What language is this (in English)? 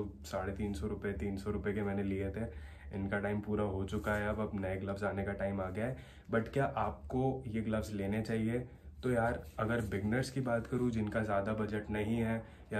Hindi